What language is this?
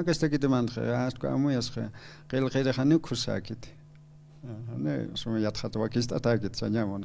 Aymara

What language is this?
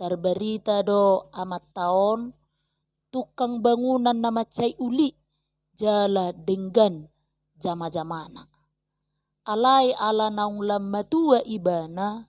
Batak Toba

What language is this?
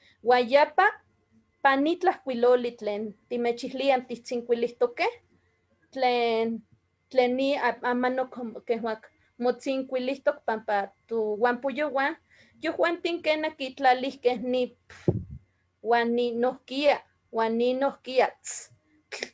Eastern Huasteca Nahuatl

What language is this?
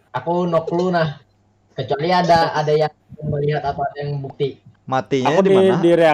Banjar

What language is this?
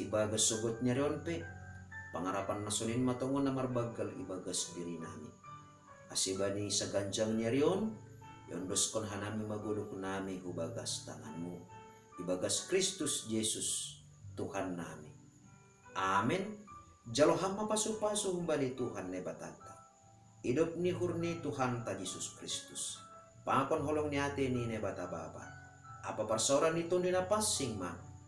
Batak Simalungun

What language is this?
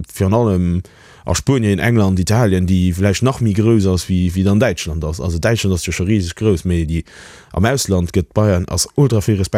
Luxembourgish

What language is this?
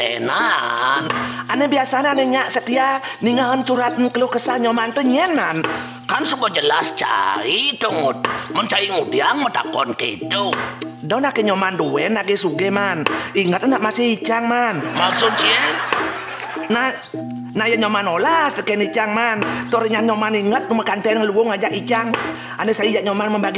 Balinese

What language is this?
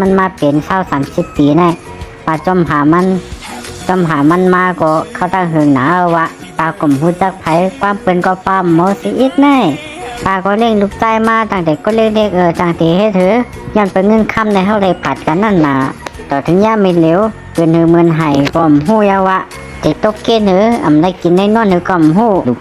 Shan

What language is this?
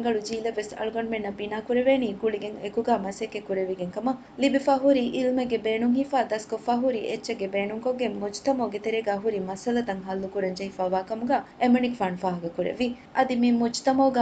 Divehi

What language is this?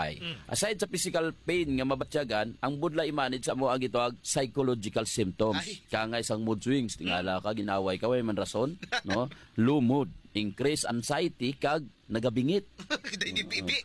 Hiligaynon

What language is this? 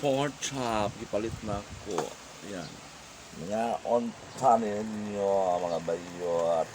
Cebuano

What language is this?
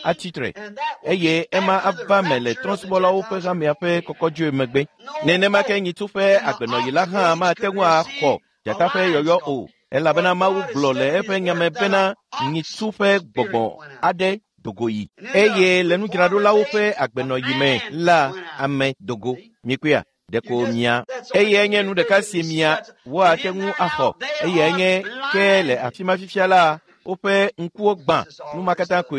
Ewe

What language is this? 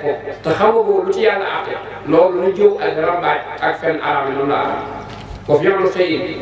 Wolof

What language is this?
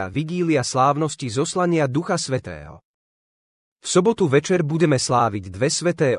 Slovak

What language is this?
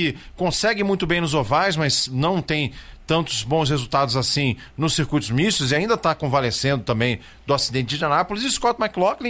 Portuguese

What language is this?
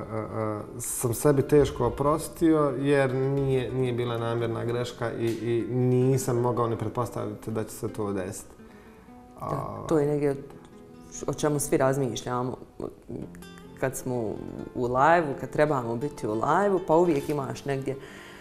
Bosnian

